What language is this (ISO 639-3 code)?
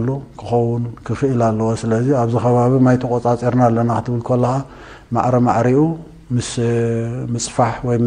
tir